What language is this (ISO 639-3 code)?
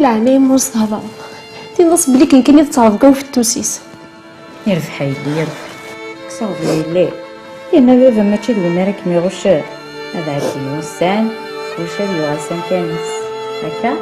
kab